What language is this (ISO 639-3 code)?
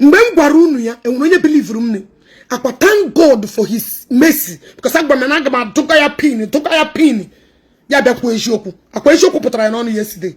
ibo